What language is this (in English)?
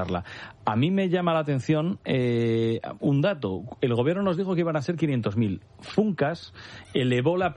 Spanish